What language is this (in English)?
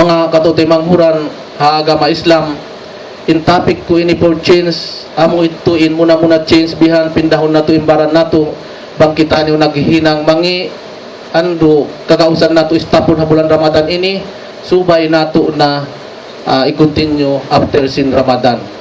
Tausug